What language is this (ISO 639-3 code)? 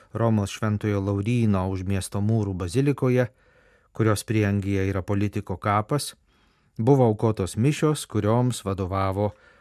lit